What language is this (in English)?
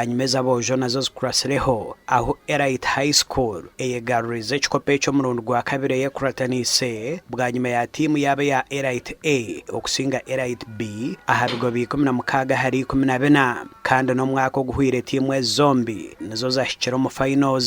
Nyankole